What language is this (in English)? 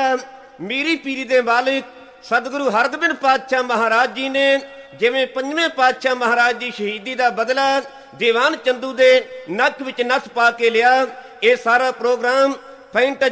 Punjabi